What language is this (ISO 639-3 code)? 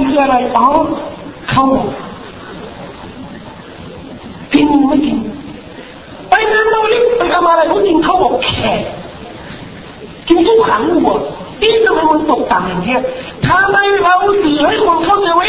tha